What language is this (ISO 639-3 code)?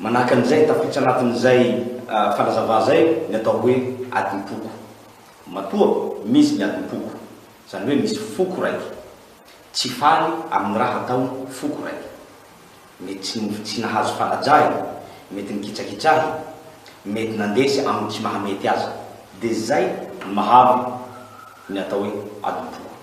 mlg